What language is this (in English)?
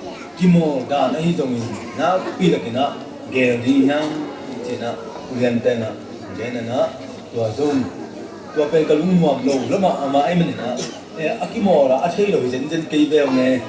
Tedim Chin